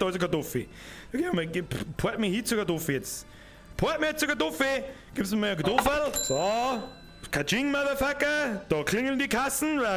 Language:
Bavarian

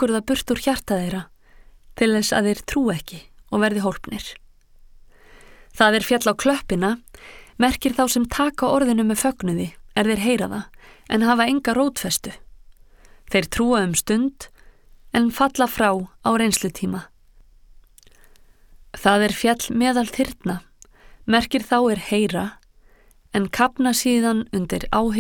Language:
Icelandic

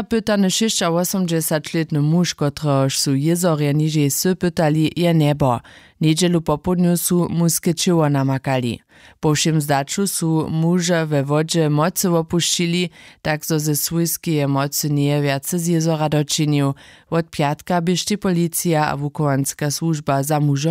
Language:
Upper Sorbian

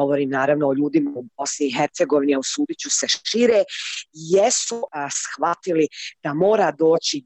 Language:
Bosnian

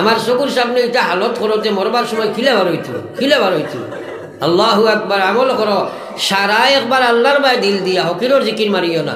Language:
Sylheti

